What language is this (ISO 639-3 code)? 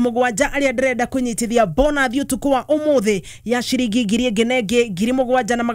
kik